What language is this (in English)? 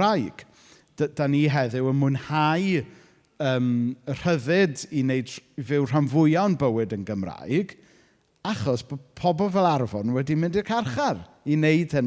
Welsh